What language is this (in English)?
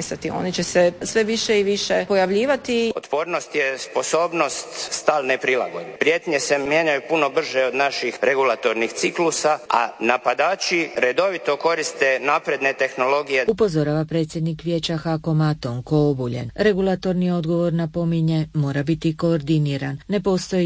Croatian